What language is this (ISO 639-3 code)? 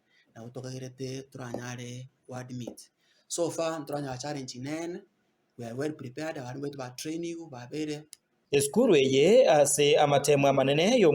guz